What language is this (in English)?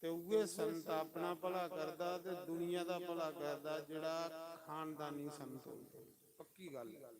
Dogri